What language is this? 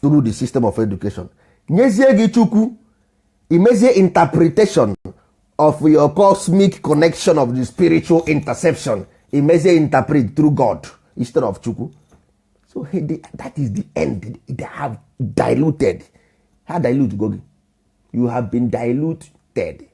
Igbo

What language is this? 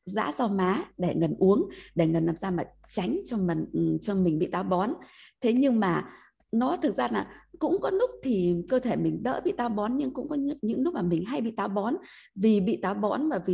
Vietnamese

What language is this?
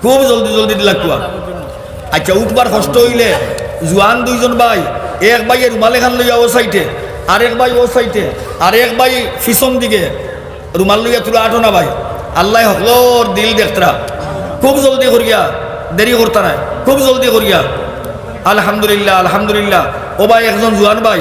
Sylheti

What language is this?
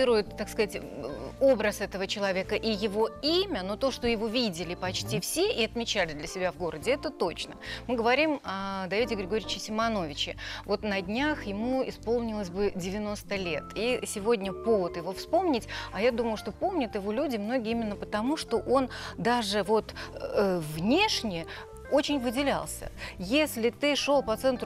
Russian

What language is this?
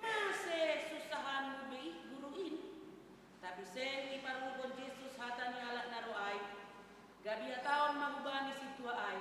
Batak Simalungun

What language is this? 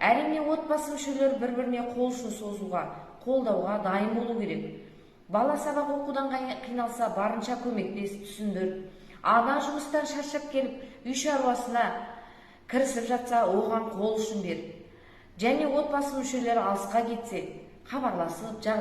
Kazakh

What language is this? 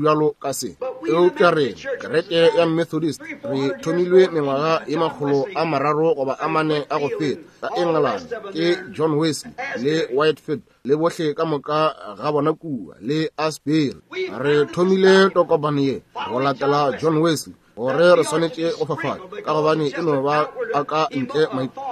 Northern Sotho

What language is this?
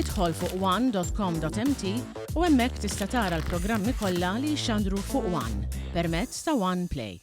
Maltese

